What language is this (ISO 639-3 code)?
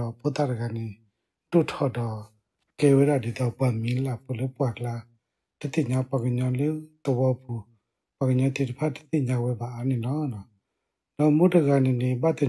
ksw